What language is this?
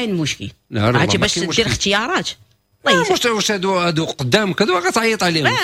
Moroccan Arabic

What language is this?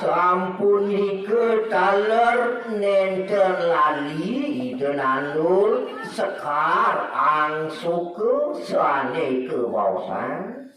Balinese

